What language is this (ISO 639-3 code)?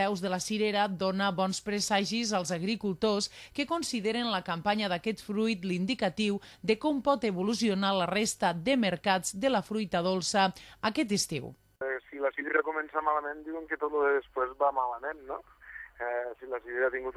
cat